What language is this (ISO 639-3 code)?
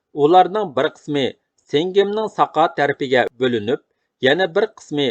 uig